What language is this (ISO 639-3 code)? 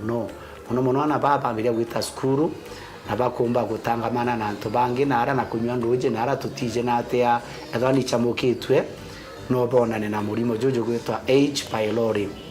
mer